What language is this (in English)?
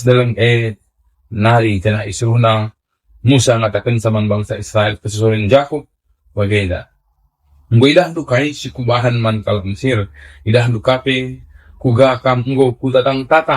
Batak Karo